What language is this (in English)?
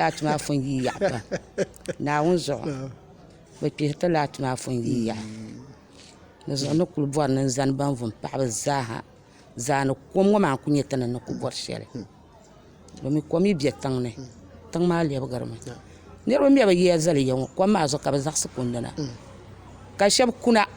Dagbani